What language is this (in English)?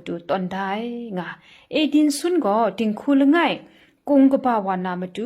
Kachin